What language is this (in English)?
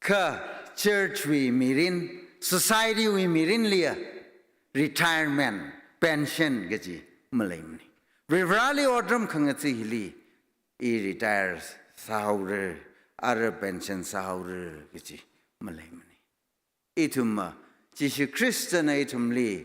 Tangkhul Naga (India)